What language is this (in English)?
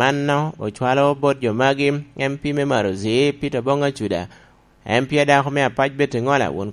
Lango (Uganda)